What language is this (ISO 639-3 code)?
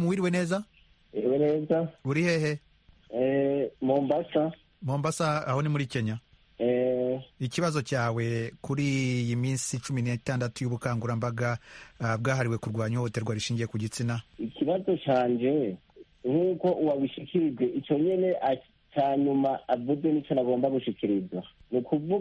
kin